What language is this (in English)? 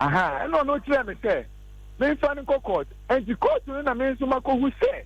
Akan